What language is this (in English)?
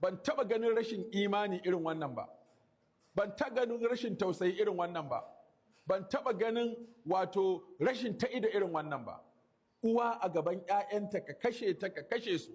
Hausa